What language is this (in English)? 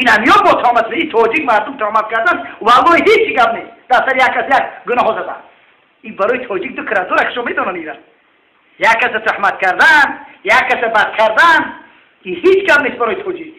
Tajik